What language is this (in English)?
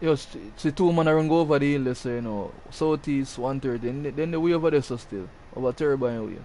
Jamaican Creole English